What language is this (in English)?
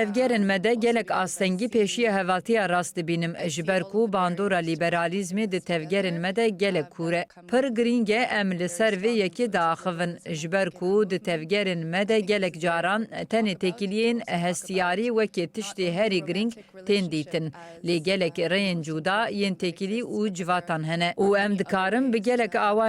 Kurdish